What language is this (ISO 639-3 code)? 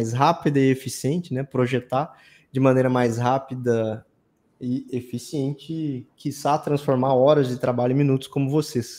por